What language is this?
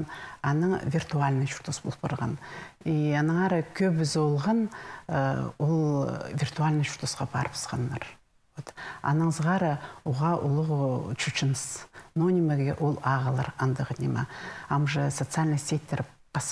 Khakas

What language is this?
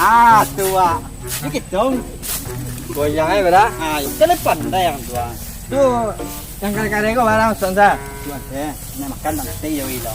Minangkabau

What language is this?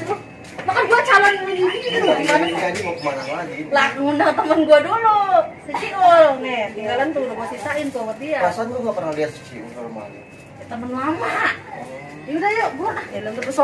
Betawi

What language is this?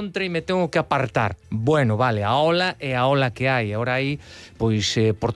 Galician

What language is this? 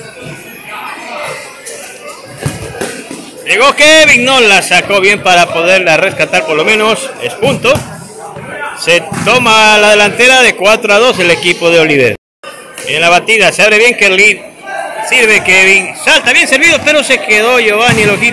Spanish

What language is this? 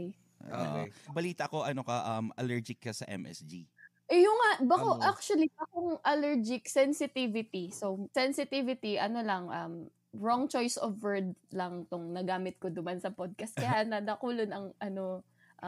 Bikol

